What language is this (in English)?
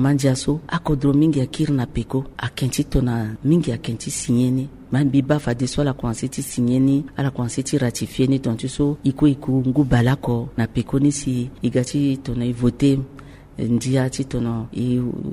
Sango